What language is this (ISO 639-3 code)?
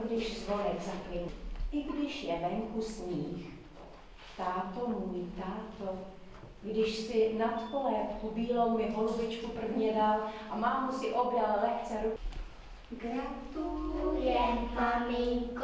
ces